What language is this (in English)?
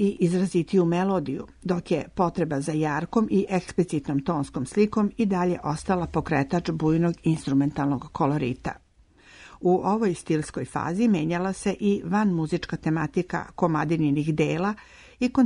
Serbian